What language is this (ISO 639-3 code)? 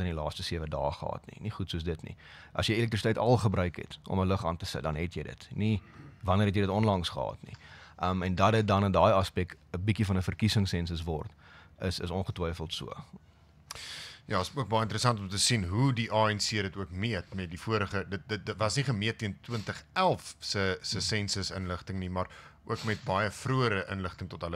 afr